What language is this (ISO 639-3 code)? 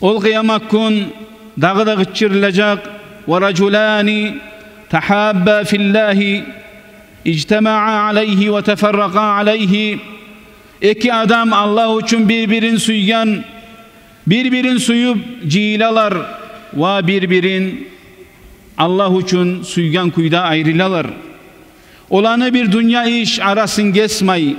kum